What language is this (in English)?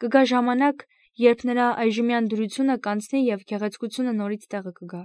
Armenian